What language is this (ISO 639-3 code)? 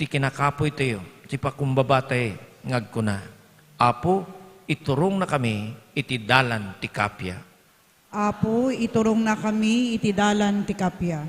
ilo